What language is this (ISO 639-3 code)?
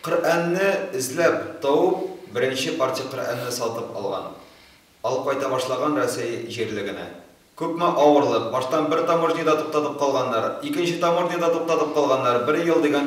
tat